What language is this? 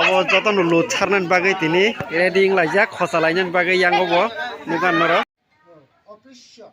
Kok Borok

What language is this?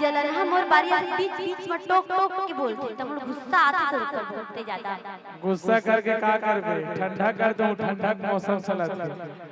Chhattisgarhi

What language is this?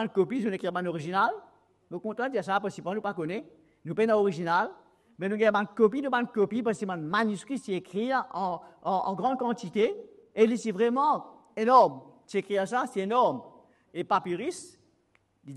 Morisyen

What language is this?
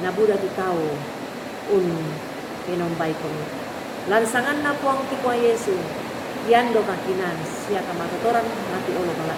Toraja-Sa'dan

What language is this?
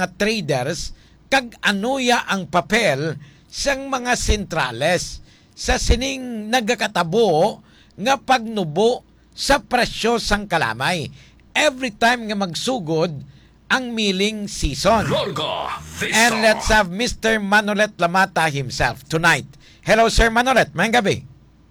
Hiligaynon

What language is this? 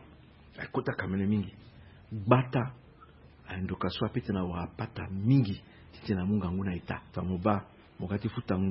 Sango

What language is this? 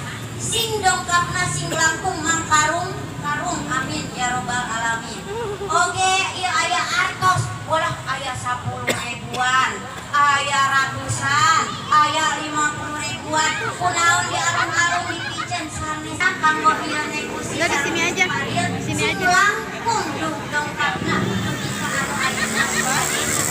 Sundanese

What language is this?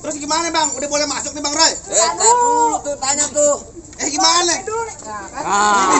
Betawi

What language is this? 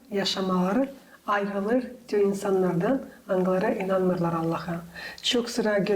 Gagauz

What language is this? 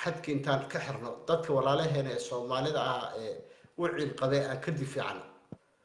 Somali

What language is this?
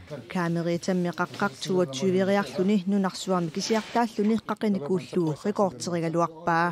Kalaallisut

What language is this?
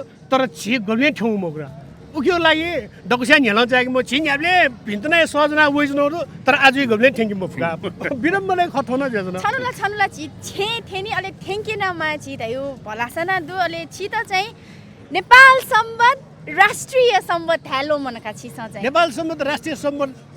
Newari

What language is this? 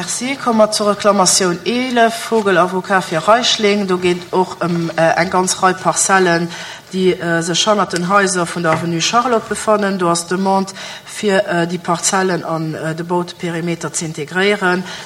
Luxembourgish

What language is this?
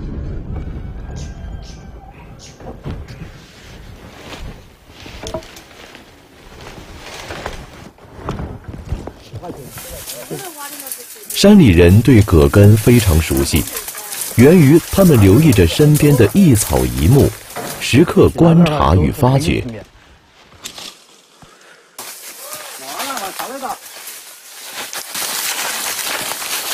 Chinese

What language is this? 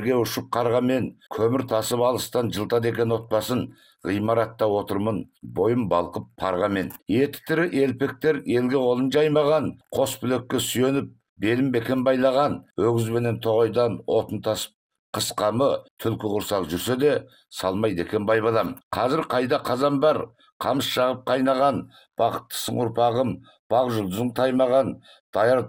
Kazakh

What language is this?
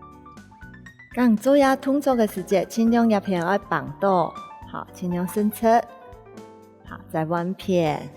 Hakka Chinese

